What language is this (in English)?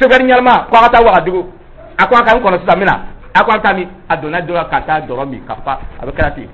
Dyula